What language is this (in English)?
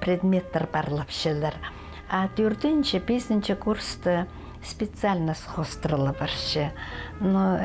Khakas